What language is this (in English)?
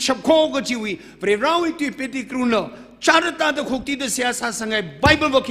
Tangkhul Naga (India)